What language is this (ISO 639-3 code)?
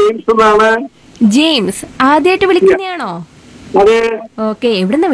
mal